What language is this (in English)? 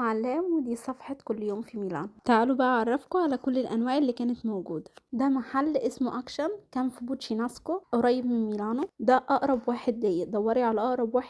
Egyptian Arabic